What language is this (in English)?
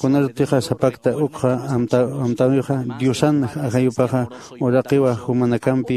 Aymara